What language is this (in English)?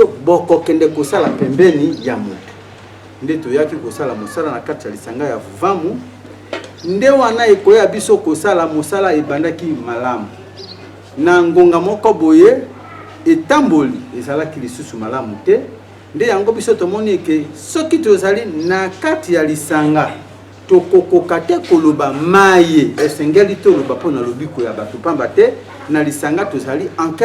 Lingala